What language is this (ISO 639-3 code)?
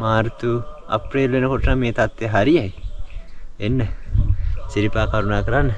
sin